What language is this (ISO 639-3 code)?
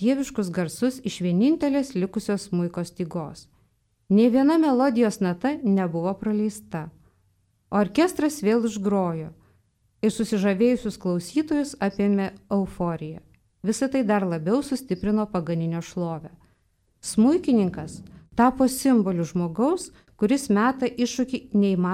lit